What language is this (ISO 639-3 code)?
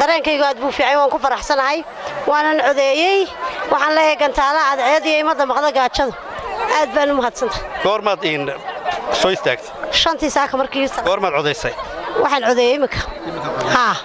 som